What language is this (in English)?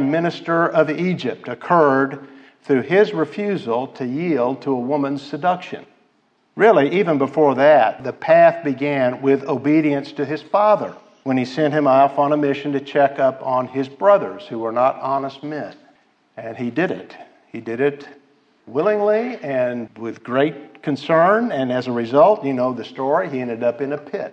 English